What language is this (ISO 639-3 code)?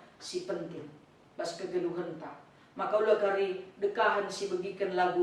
btx